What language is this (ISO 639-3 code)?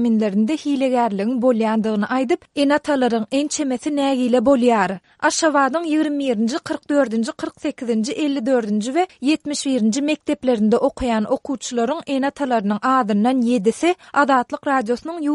tuk